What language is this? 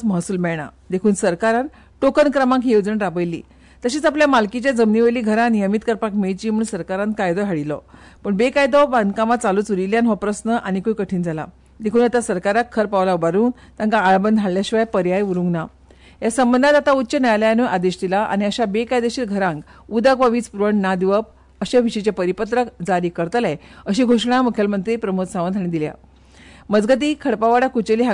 Konkani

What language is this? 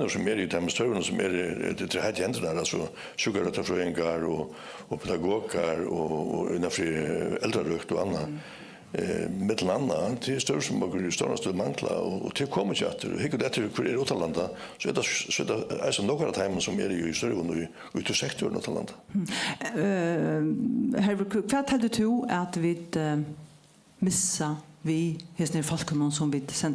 Faroese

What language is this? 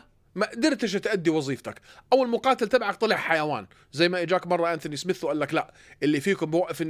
North Levantine Arabic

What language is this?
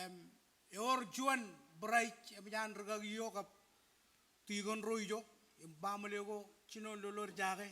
Marshallese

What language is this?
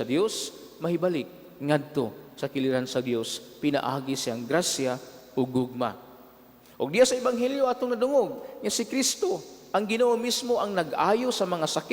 Cebuano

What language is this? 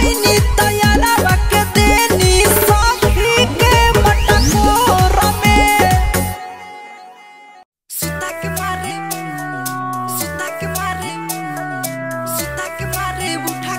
Bhojpuri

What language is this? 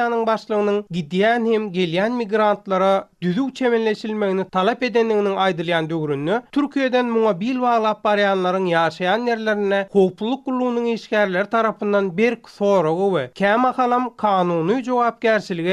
Turkmen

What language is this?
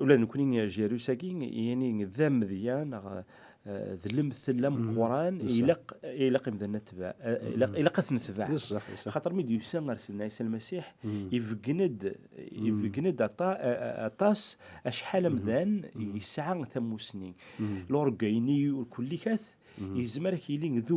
Kabyle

